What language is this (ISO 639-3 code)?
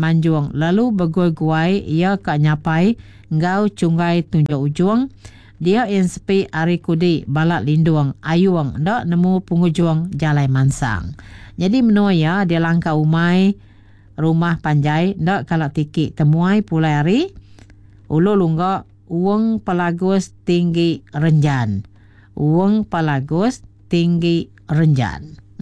iba